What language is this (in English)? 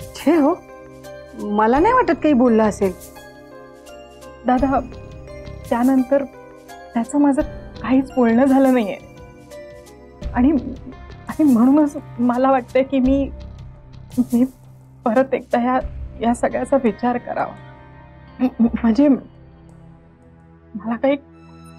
Marathi